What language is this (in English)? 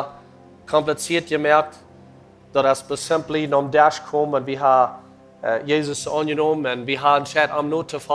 Plautdietsch